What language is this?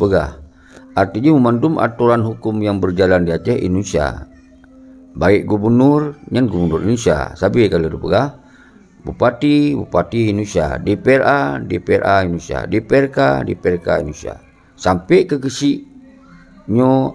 Achinese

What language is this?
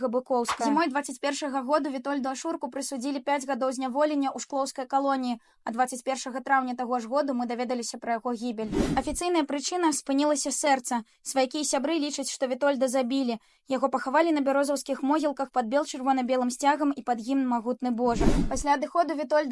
Belarusian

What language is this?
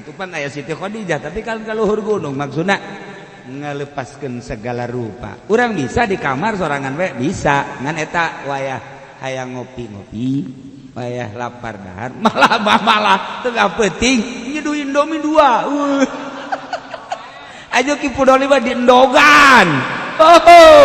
Sundanese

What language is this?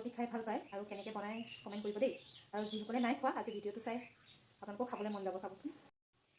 Assamese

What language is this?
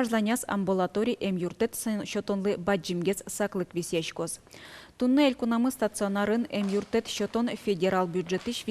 Udmurt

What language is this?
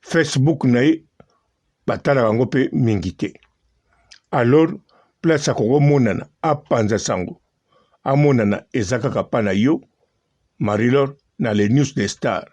Lingala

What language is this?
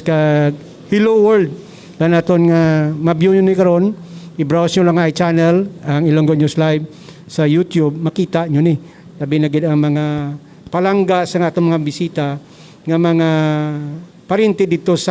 Hiligaynon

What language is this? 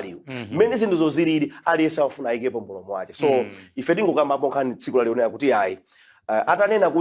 Nyanja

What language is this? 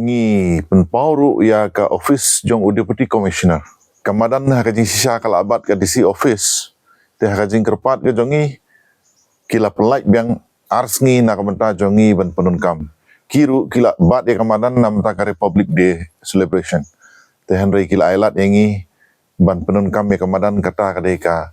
Khasi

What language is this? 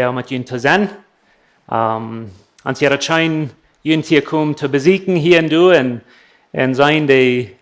Plautdietsch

